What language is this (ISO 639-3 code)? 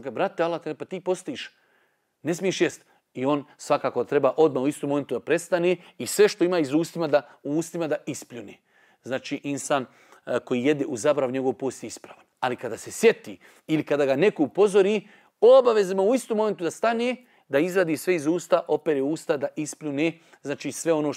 bos